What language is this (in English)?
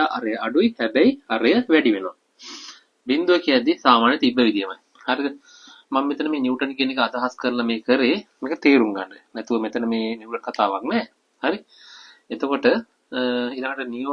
Sinhala